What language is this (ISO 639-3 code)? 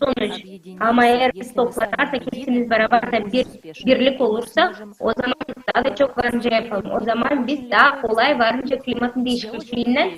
gag